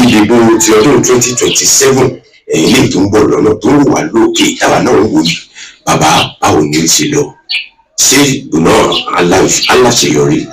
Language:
Yoruba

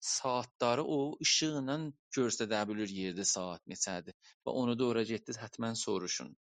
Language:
South Azerbaijani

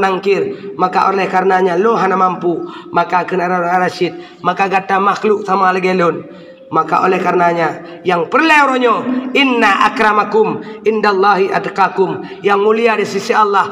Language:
Achinese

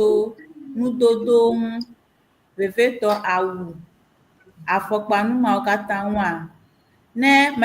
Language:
Ewe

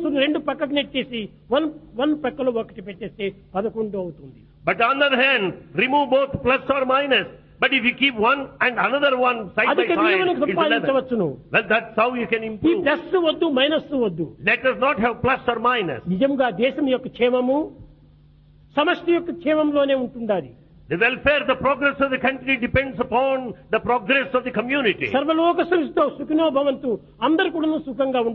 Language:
Telugu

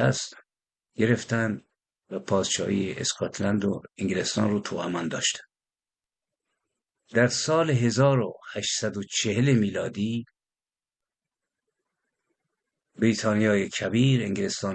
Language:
Persian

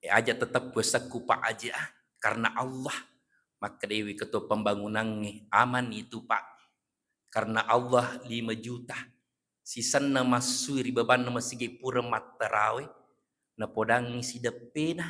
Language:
Buginese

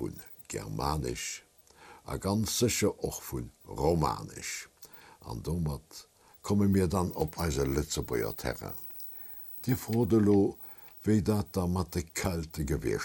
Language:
Luxembourgish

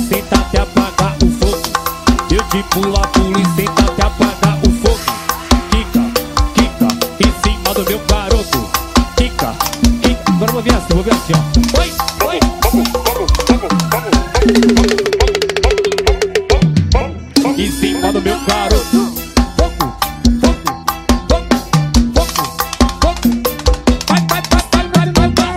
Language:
Portuguese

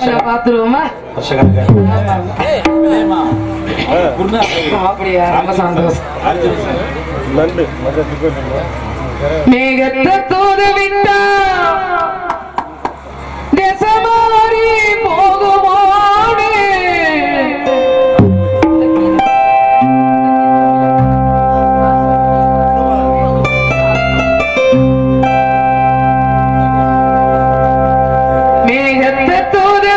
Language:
Tamil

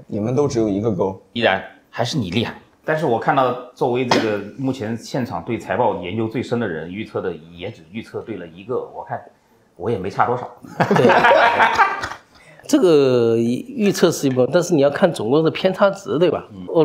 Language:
Chinese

